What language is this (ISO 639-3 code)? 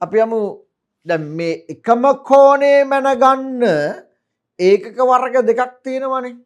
sin